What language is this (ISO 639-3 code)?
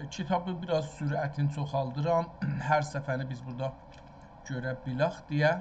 azb